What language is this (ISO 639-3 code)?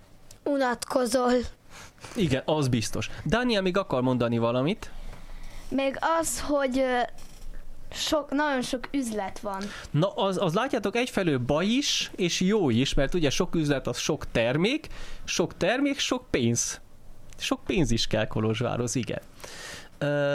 hun